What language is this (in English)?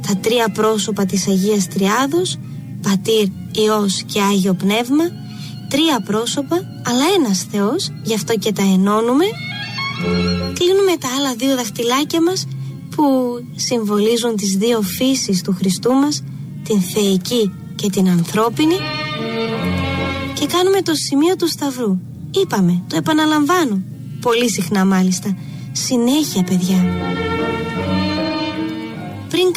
Greek